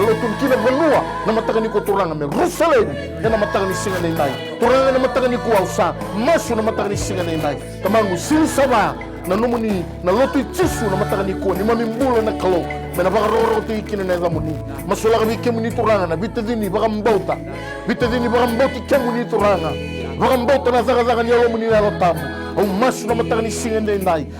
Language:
Fijian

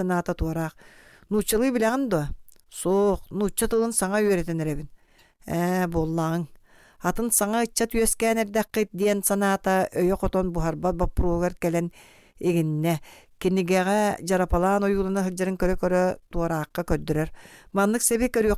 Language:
Yakut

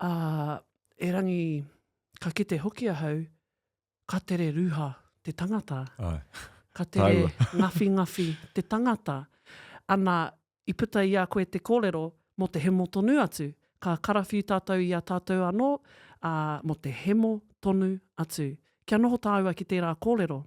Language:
Māori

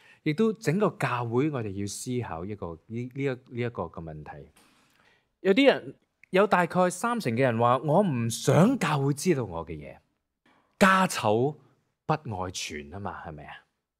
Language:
Cantonese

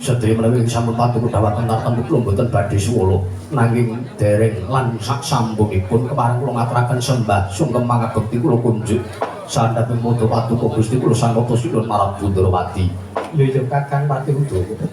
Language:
Javanese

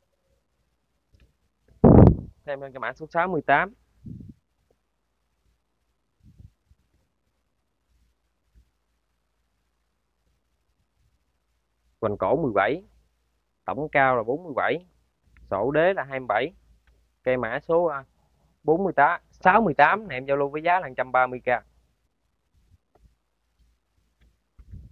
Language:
Vietnamese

